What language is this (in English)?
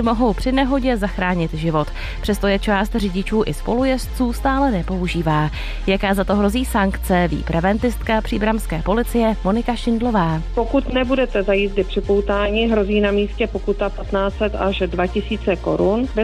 Czech